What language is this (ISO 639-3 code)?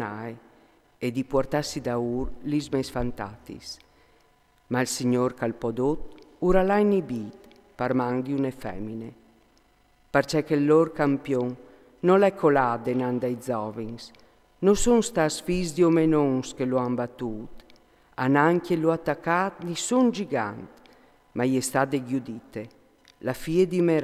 fur